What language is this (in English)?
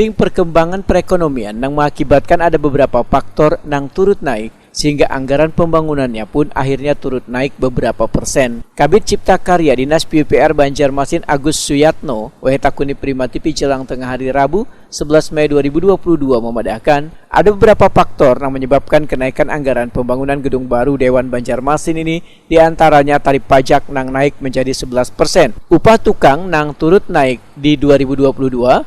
Banjar